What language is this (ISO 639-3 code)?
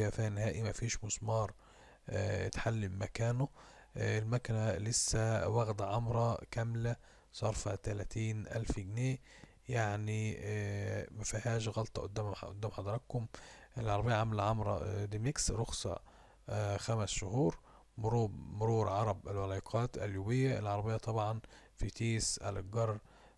arz